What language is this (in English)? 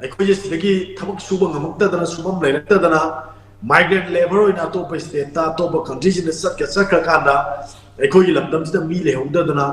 Manipuri